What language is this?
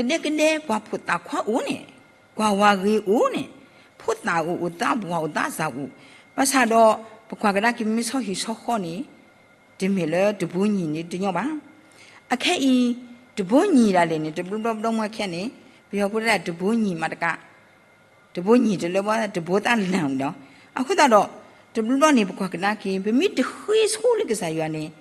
S'gaw Karen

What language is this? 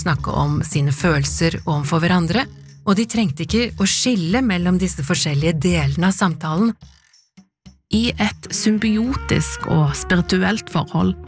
Norwegian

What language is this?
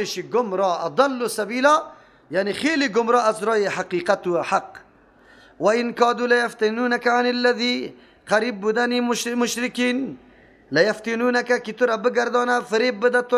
Persian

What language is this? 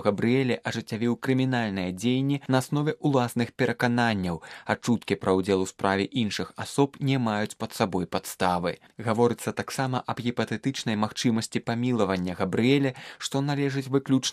Belarusian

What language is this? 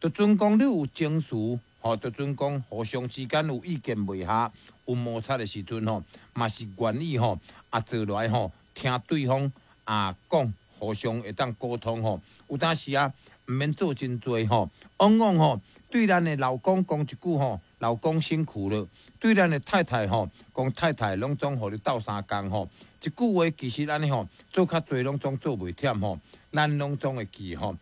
Min Nan Chinese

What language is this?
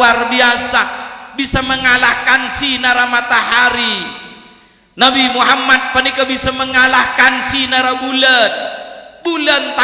Madurese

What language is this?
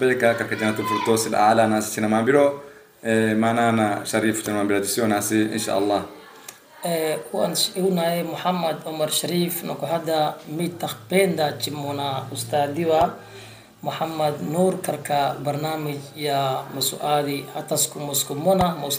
Swahili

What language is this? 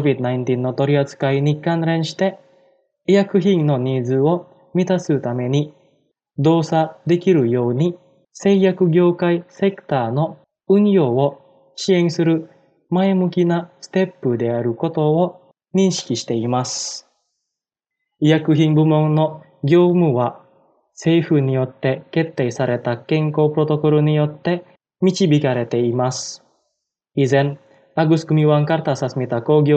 Japanese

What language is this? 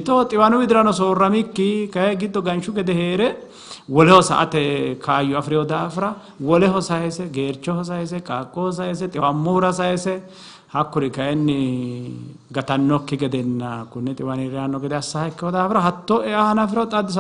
Sidamo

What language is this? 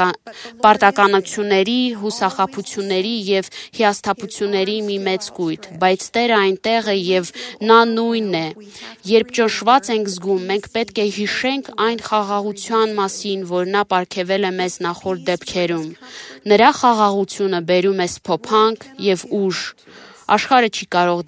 Armenian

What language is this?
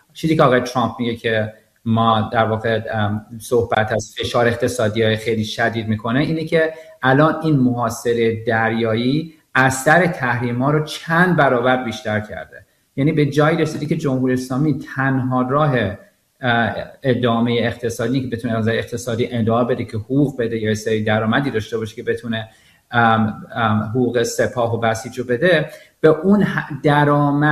Persian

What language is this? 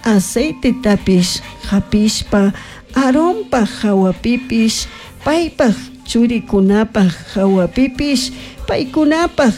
Chimborazo Highland Quichua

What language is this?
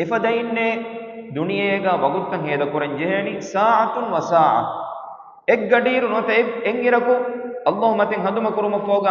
Divehi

